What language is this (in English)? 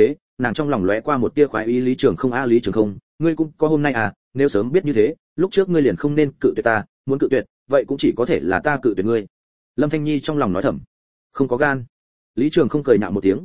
Vietnamese